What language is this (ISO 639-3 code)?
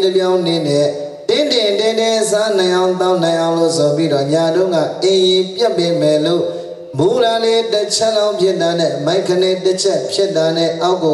mya